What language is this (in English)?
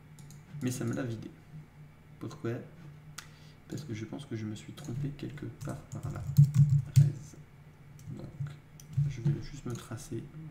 French